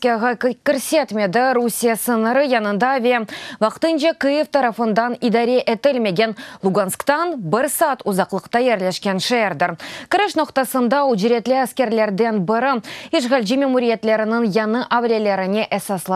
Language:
Crimean Tatar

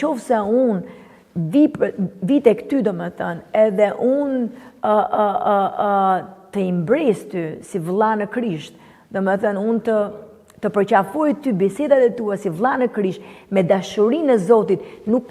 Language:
Albanian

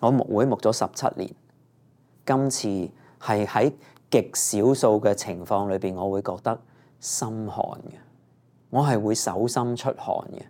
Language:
Cantonese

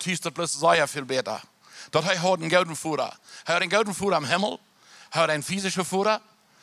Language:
Plautdietsch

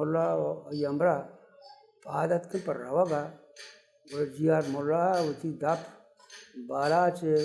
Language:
Baluchi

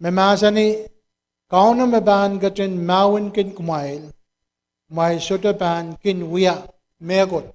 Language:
Pohnpeian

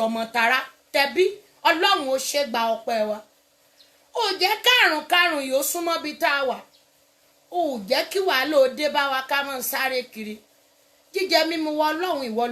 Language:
Yoruba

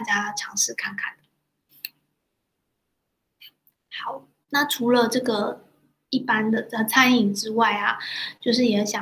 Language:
Chinese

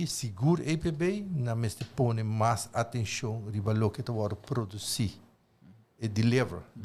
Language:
Papiamento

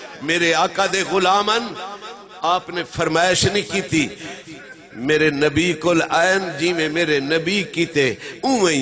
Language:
Saraiki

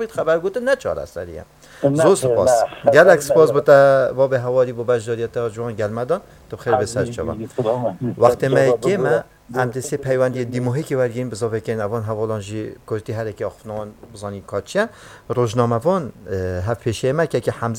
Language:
Kurdish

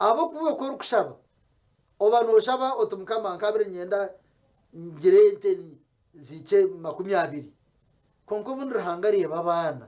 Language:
Nyankole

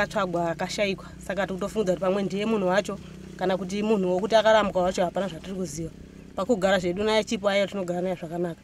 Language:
Shona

